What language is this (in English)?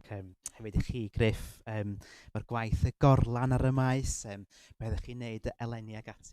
Welsh